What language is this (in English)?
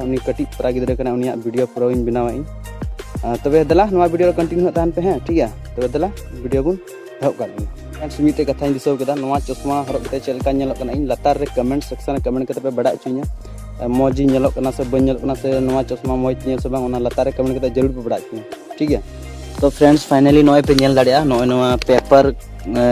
Santali